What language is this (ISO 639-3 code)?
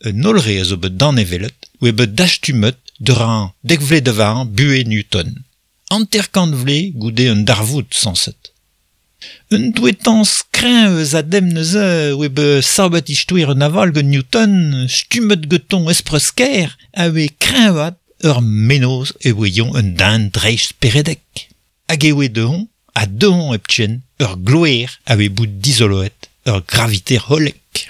bre